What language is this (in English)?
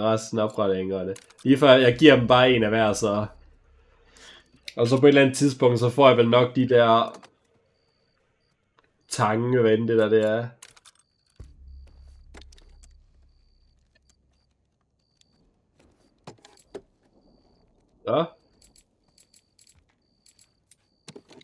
Danish